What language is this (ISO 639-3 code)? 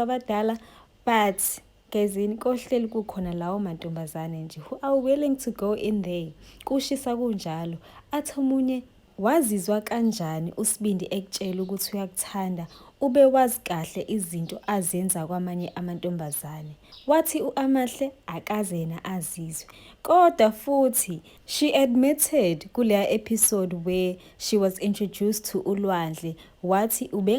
zul